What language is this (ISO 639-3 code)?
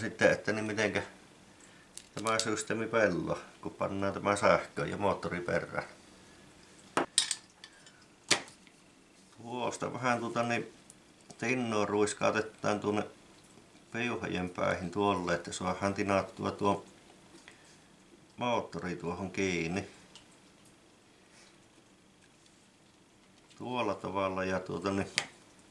fin